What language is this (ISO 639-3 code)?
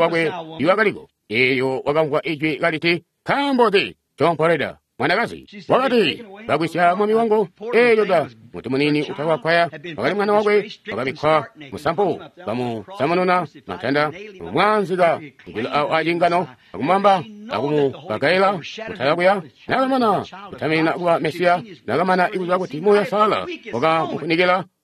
toi